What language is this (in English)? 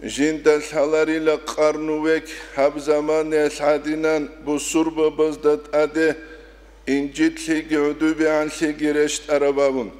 Avaric